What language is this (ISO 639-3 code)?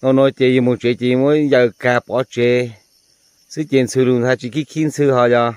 hmn